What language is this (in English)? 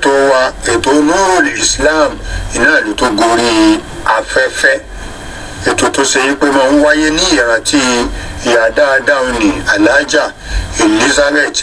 Yoruba